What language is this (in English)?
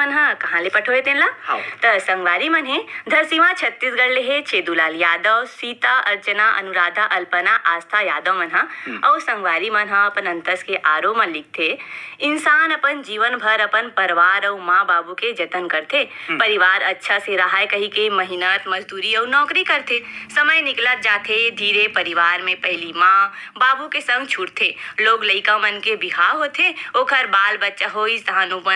Chhattisgarhi